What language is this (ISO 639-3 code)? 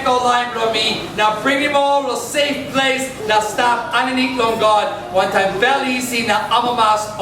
tpi